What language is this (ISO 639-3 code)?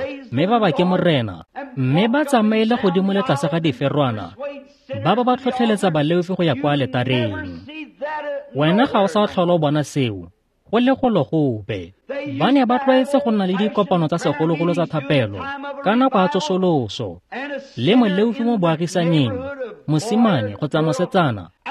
tsn